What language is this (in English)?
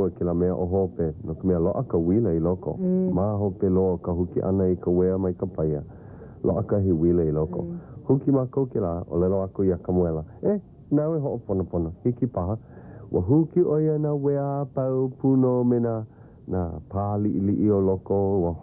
Hawaiian